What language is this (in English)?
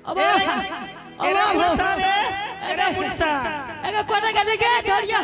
Angika